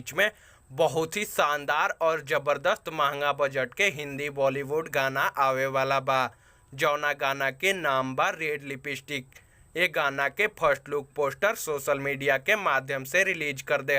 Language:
Bhojpuri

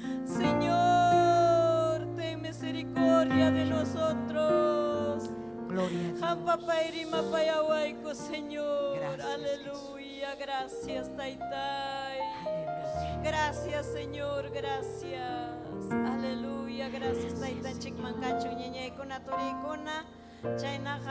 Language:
Ayacucho Quechua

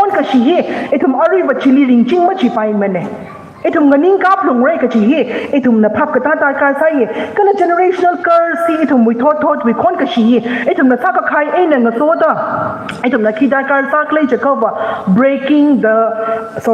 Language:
Tangkhul Naga (India)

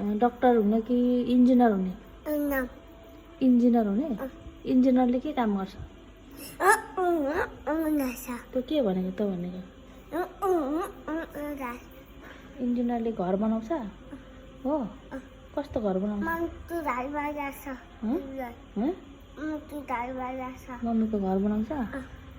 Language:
Nepali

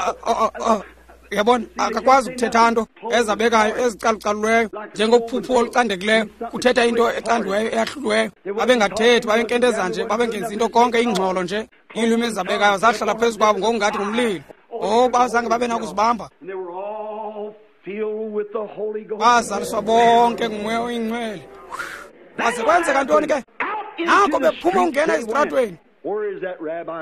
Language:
Xhosa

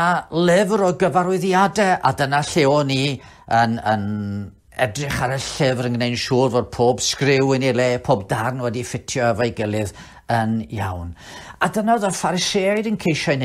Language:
Welsh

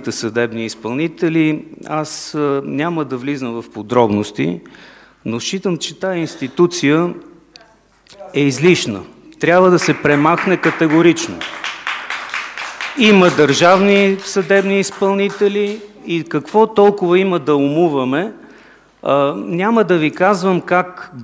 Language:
Bulgarian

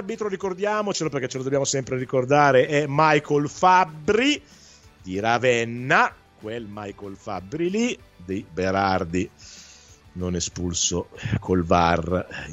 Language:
Italian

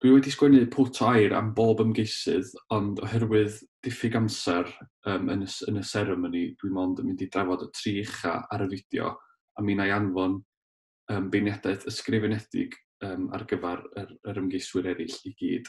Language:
Welsh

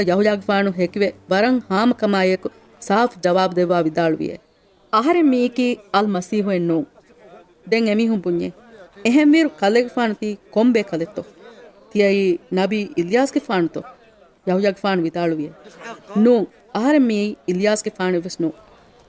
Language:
Divehi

